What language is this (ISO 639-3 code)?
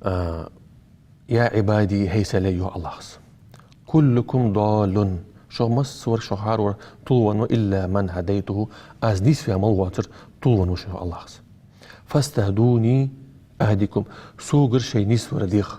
inh